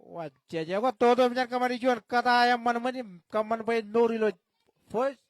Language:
Marshallese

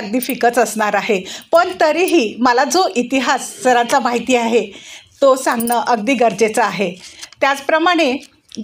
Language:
Marathi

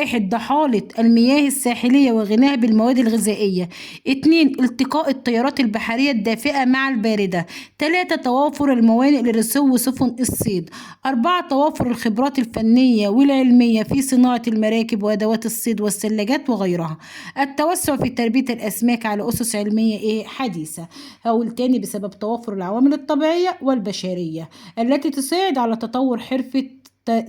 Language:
Egyptian Arabic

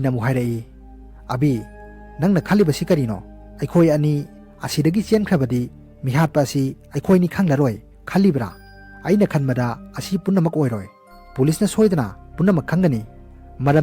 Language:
Manipuri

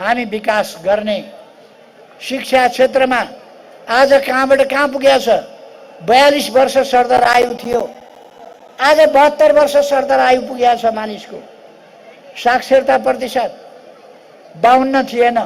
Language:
Nepali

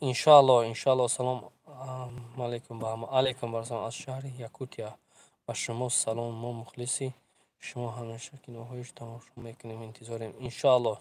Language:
Tajik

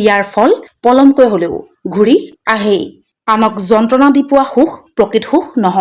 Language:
Assamese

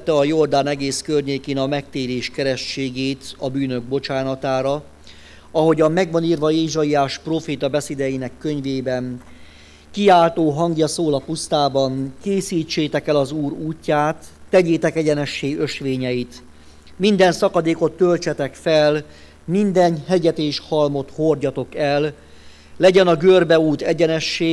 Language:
Hungarian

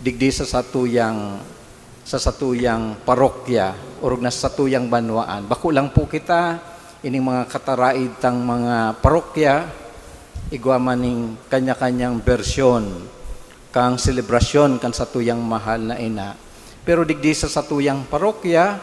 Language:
Bikol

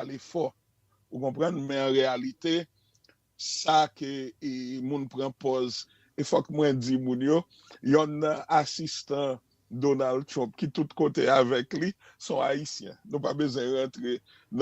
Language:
Haitian Creole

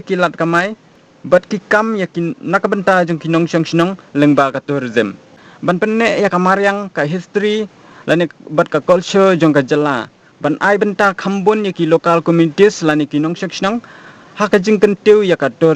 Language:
Khasi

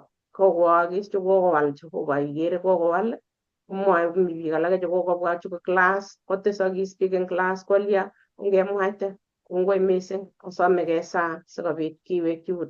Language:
Kalenjin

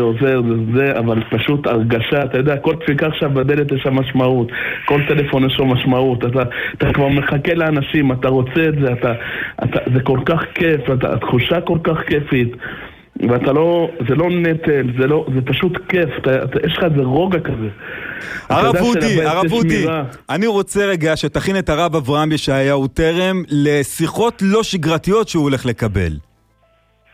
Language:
Hebrew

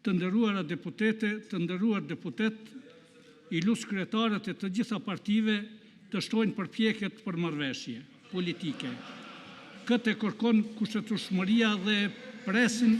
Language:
Albanian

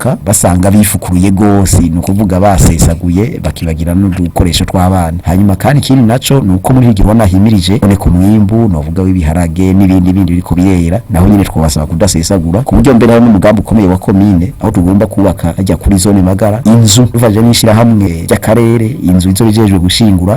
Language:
Rundi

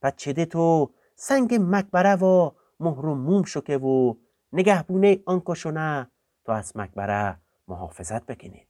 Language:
Gilaki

